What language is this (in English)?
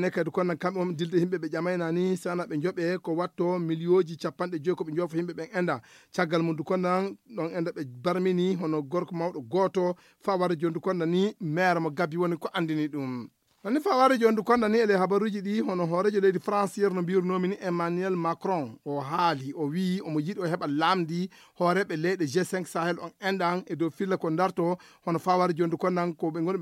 Fula